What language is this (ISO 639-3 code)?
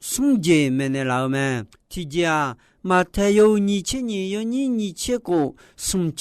ahk